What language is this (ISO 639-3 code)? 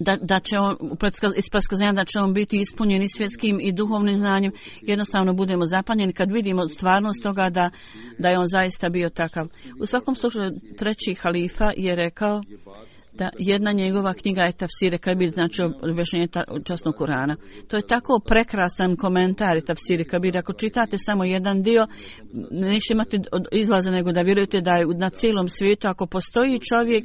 bos